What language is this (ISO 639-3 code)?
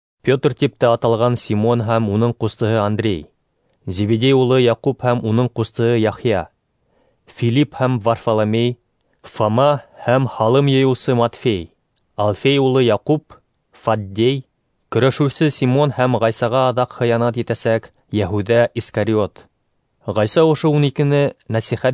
bak